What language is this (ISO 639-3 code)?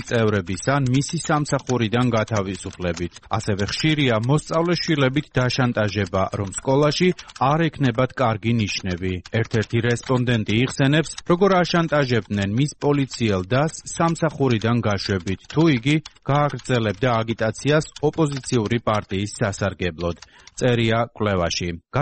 kat